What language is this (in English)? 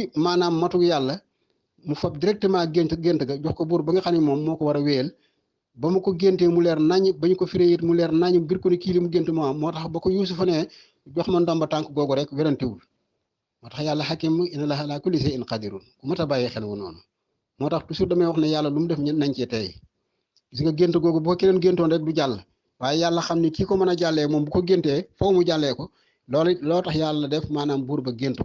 Wolof